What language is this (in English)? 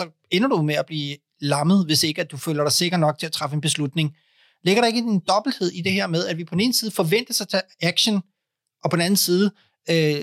Danish